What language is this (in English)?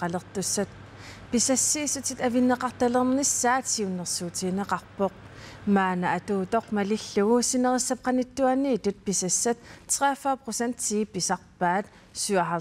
Kalaallisut